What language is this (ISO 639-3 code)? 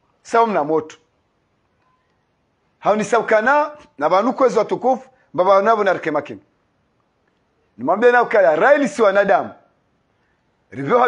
swa